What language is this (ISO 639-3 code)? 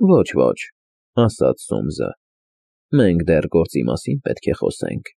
hye